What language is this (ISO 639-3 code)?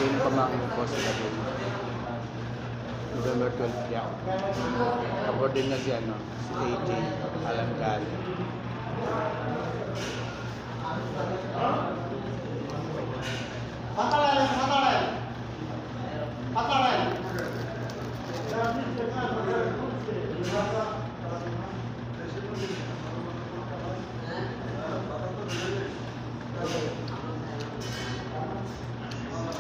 fil